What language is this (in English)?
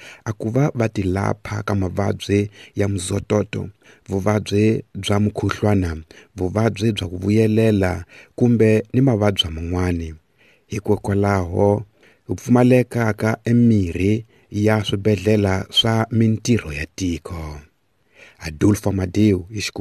Tsonga